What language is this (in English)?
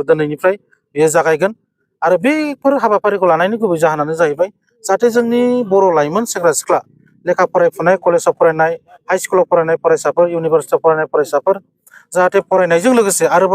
Bodo